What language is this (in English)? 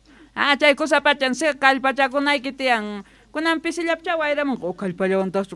South Bolivian Quechua